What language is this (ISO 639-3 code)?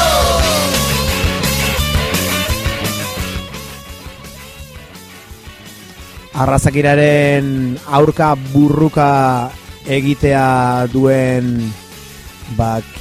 eus